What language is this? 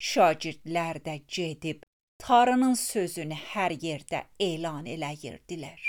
Azerbaijani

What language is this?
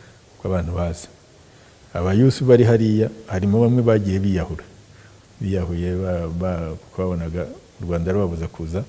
Kinyarwanda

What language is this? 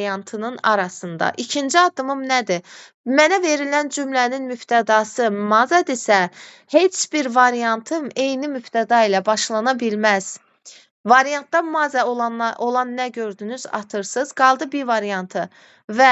Azerbaijani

